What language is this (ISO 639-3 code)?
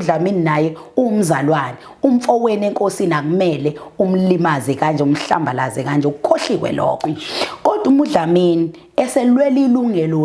zul